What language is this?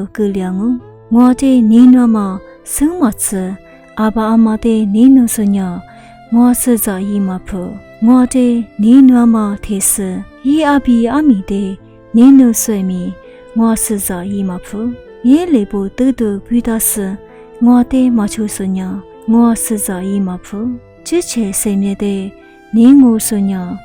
Lisu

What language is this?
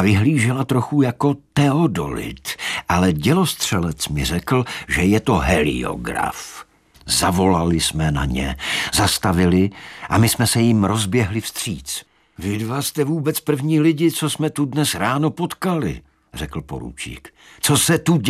Czech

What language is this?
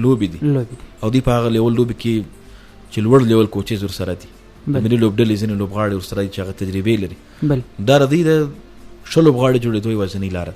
Pashto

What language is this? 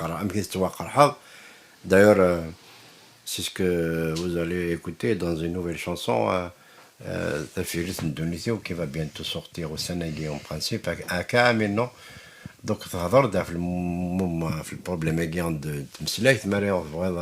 Kabyle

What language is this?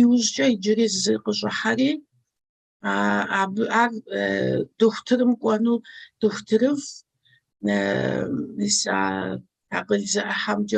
Kabardian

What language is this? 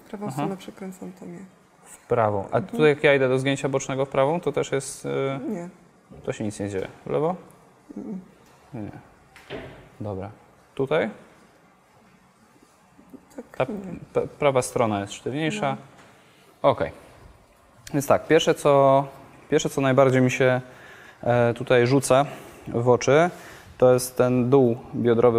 Polish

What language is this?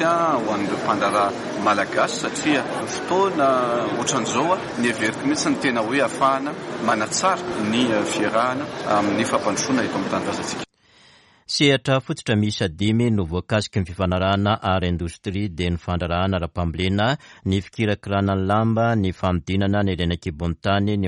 Malagasy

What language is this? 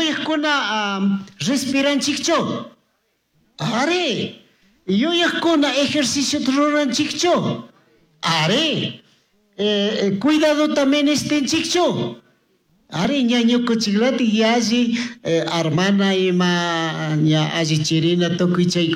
Chimborazo Highland Quichua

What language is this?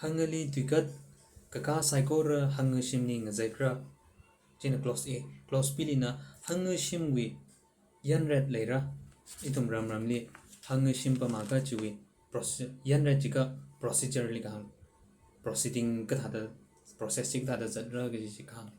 Tangkhul Naga (India)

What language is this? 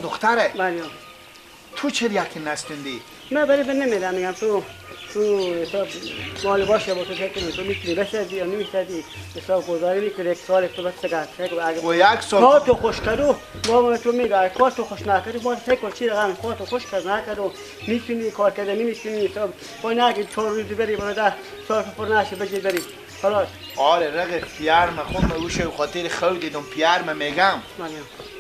Persian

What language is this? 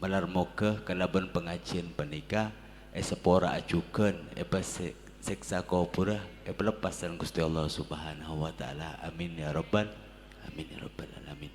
Madurese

